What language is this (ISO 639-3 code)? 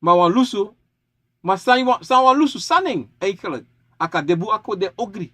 srn